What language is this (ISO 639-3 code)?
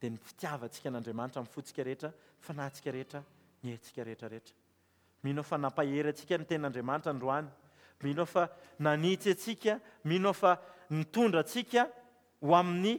mlg